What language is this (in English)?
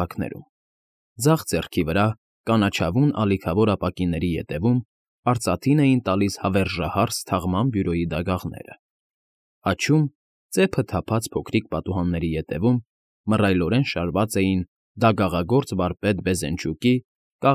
Armenian